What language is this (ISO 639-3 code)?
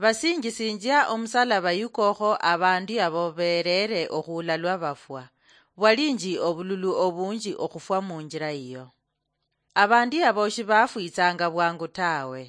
luy